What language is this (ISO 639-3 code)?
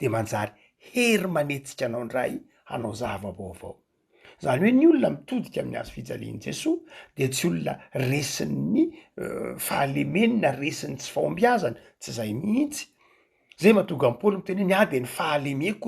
mlg